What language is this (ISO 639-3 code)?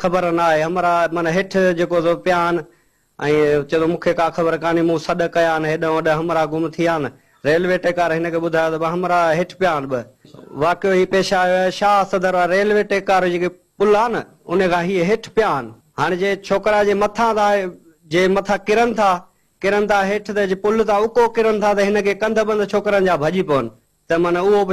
snd